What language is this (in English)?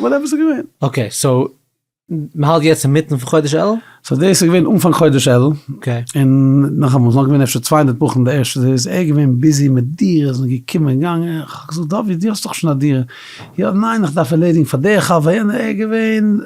Yiddish